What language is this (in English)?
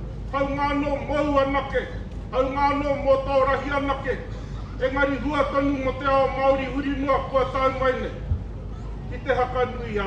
Māori